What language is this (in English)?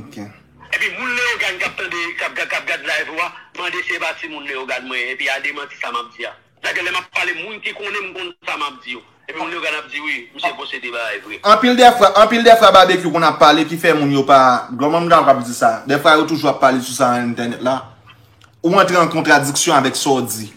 Haitian Creole